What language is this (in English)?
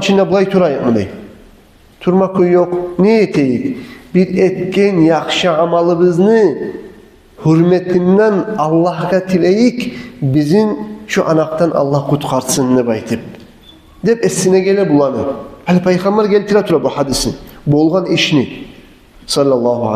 Kumyk